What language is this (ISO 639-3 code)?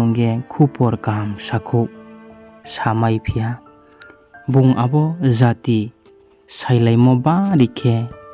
ria